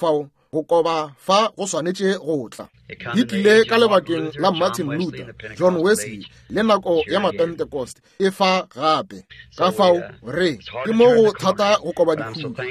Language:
Northern Sotho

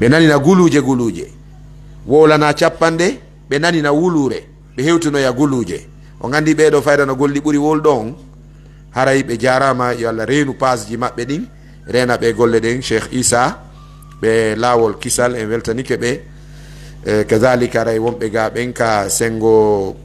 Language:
Pular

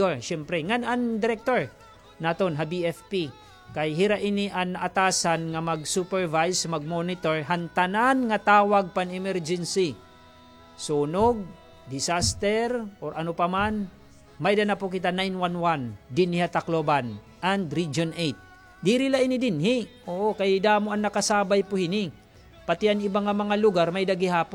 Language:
Waray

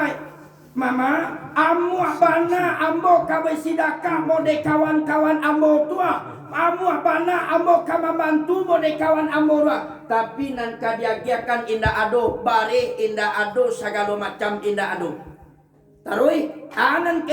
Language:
Minangkabau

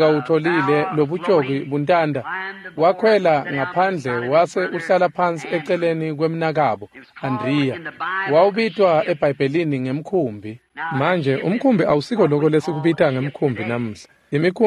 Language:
Swati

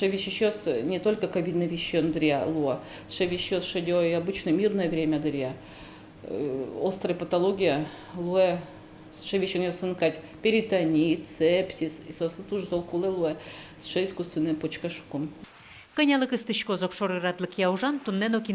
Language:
Udmurt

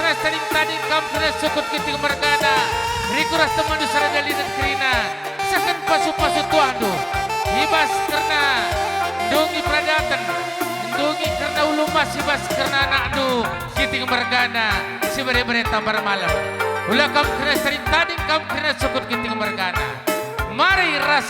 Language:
Batak Karo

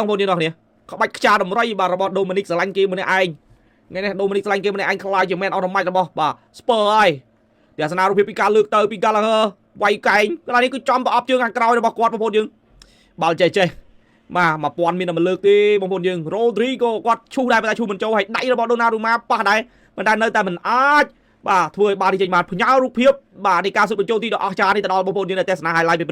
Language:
Khmer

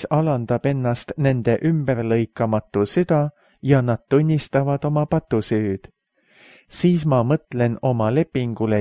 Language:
Estonian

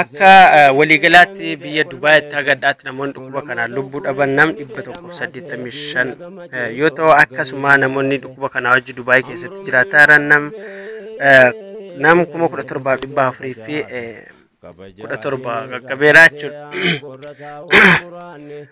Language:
Oromo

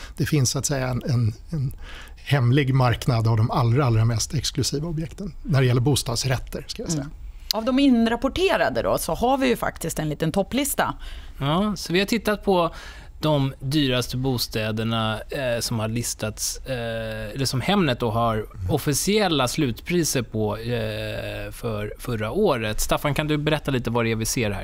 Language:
Swedish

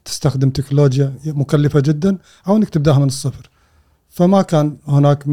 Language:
Gulf Arabic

